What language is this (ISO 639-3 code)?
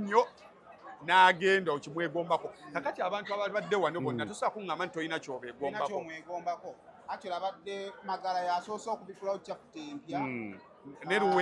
lug